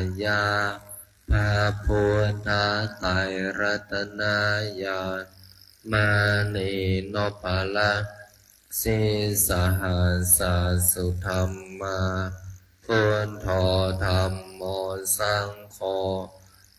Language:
Pali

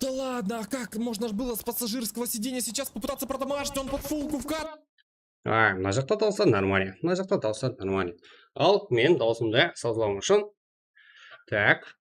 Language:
Kara-Kalpak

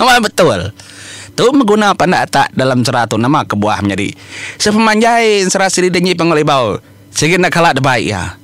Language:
Iban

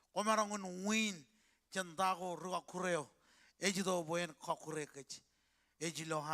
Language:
Marshallese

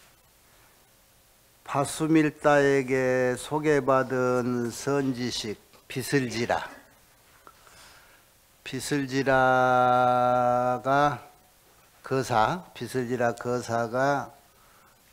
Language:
Korean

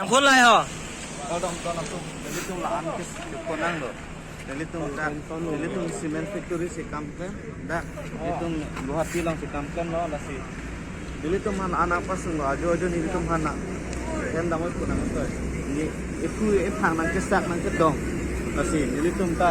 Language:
Karbi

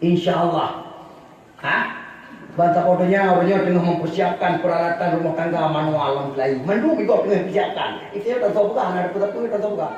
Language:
Achinese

